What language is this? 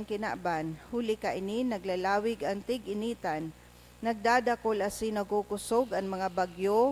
Bikol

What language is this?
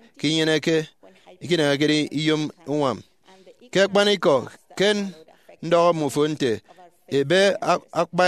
Efik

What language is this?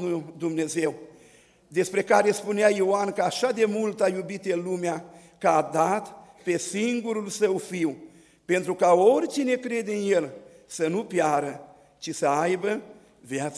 Romanian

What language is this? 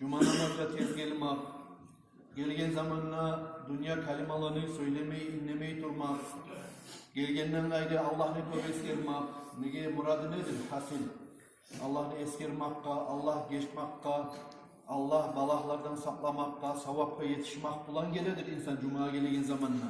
Kumyk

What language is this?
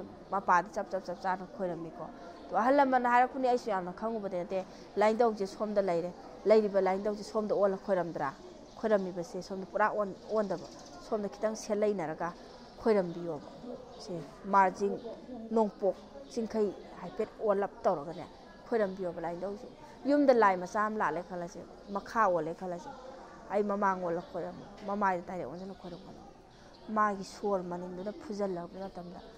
Manipuri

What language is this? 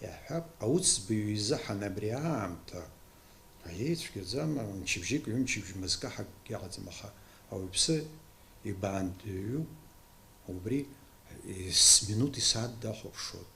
Abkhazian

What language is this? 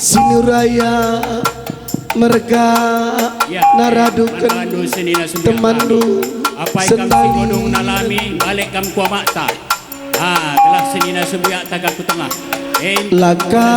Batak Karo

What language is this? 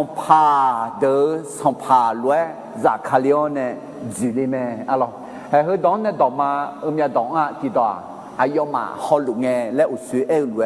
Akha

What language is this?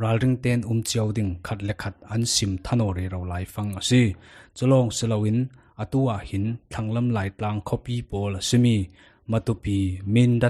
Falam Chin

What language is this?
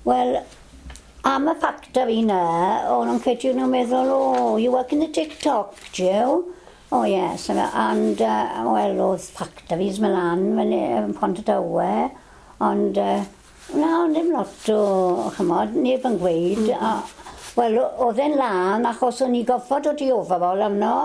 Welsh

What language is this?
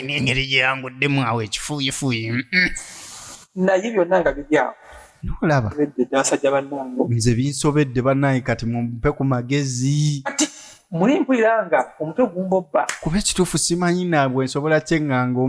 Ganda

